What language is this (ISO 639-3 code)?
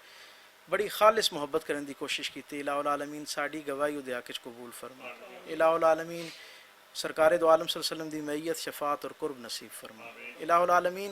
lah